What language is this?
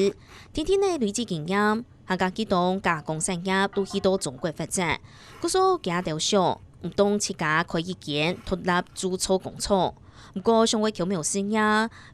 Hakka Chinese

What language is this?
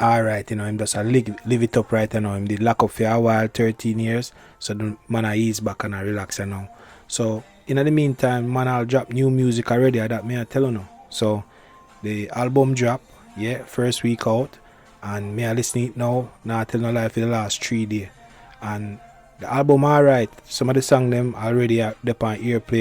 Jamaican Creole English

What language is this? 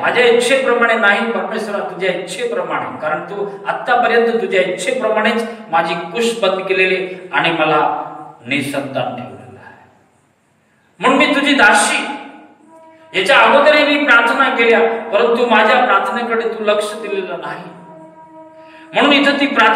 Marathi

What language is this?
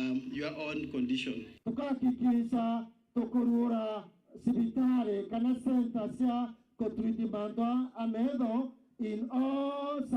Meru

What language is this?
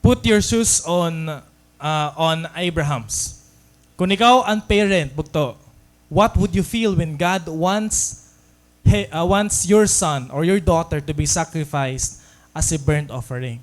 Waray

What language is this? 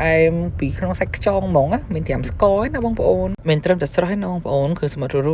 Khmer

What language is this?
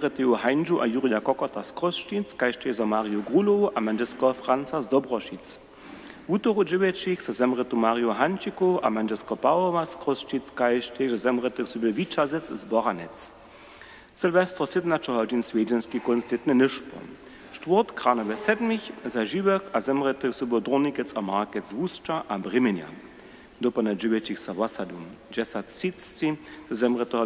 Upper Sorbian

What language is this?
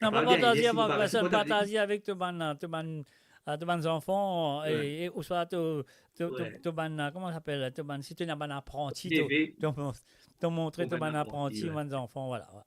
Morisyen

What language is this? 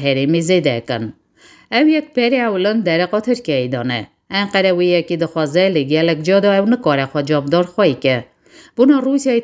Kurdish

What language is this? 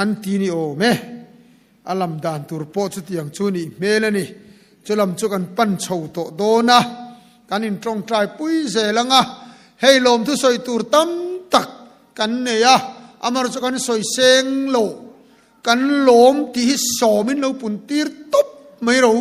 Mizo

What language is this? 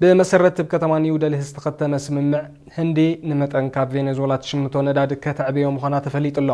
Tigrinya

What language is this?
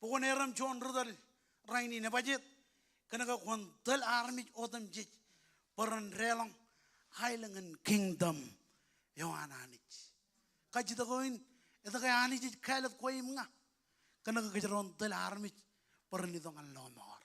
Marshallese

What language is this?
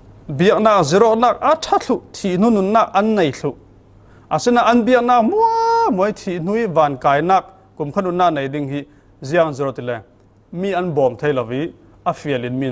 Falam Chin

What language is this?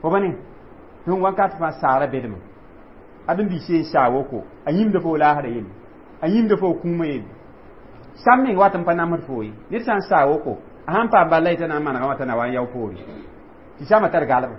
Mossi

